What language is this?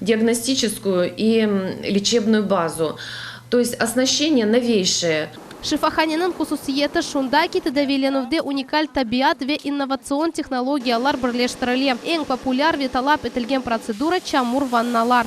Crimean Tatar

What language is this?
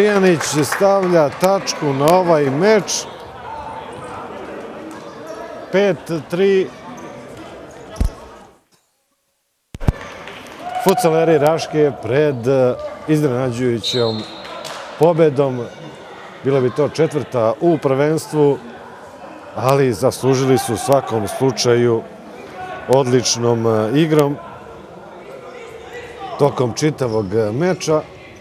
Serbian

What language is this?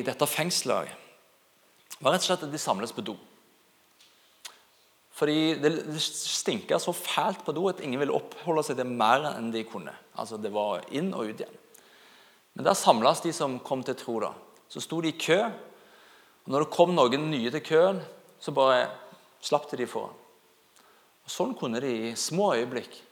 Norwegian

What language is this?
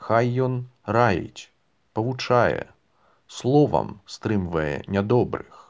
Belarusian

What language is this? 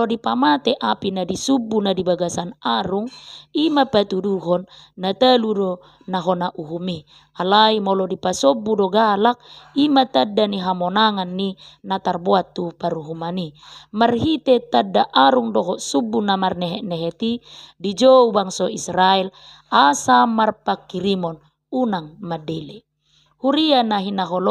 Batak Toba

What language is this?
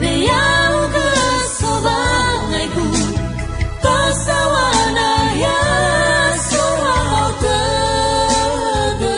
Nias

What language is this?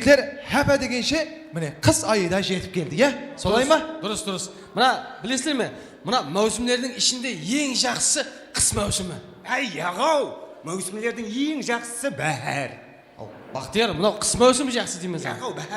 Kara-Kalpak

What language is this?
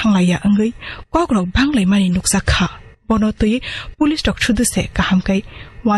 Kok Borok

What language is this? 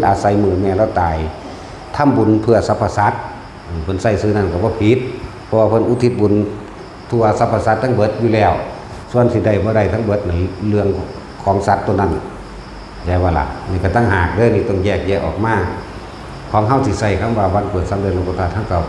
Northeastern Thai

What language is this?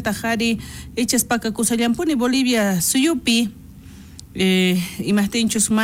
South Bolivian Quechua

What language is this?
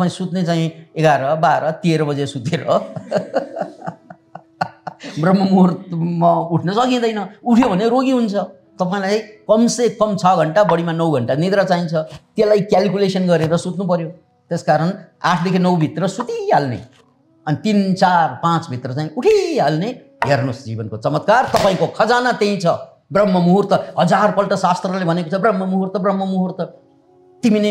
Nepali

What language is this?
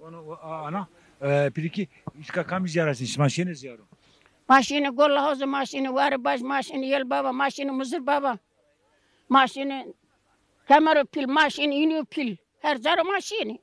Zaza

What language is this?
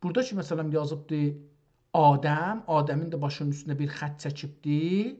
South Azerbaijani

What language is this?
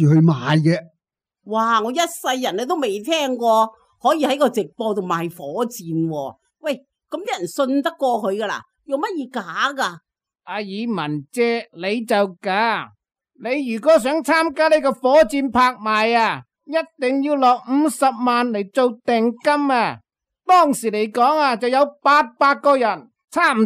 Cantonese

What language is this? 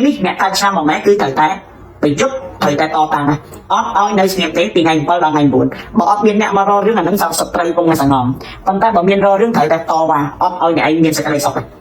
Khmer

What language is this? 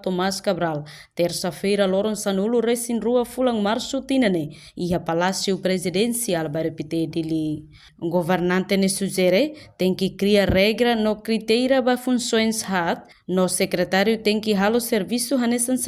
Tetum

